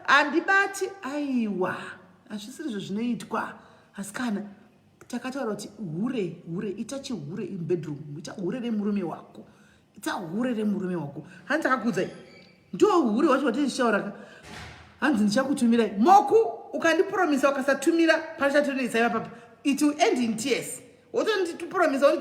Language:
Shona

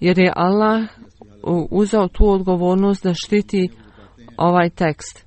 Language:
Bosnian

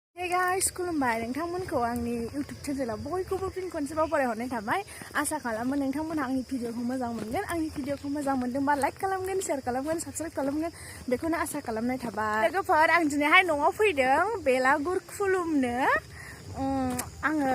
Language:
Bodo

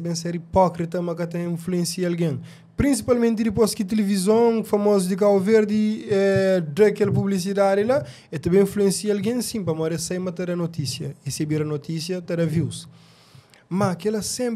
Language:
Kabuverdianu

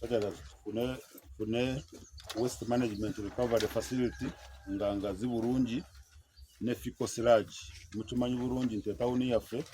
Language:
Ganda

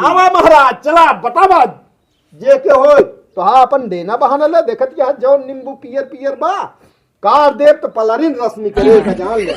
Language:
Awadhi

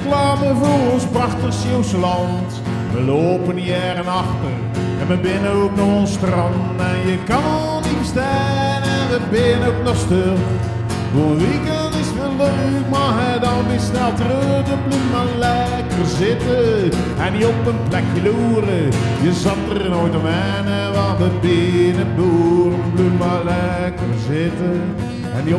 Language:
Zeelandic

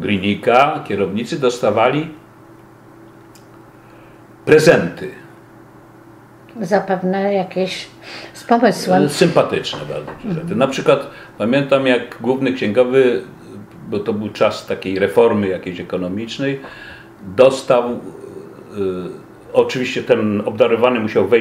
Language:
Polish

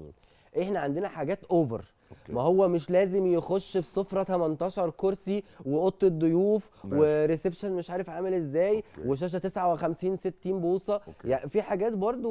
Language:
Egyptian Arabic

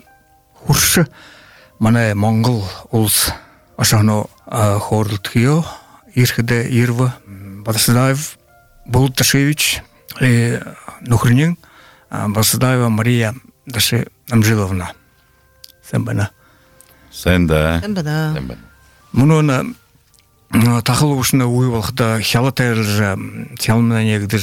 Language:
Buriat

